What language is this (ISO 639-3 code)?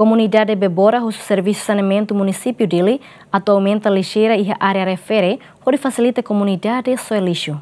tet